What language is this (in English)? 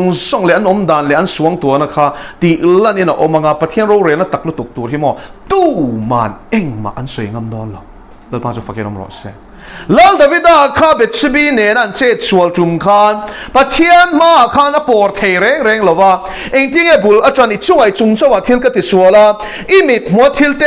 Mizo